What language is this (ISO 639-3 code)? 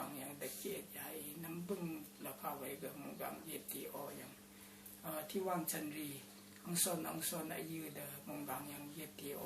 raw